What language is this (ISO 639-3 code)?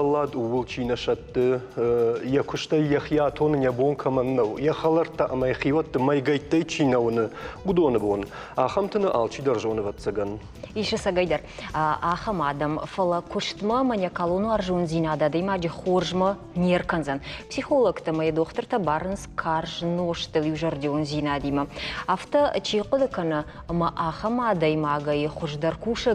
oss